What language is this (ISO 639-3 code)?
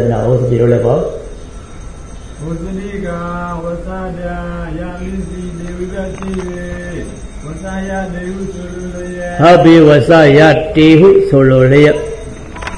mya